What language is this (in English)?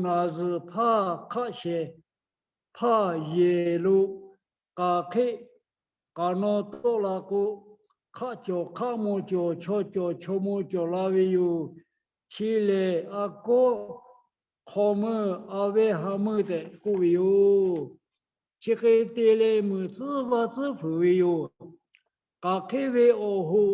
Lahu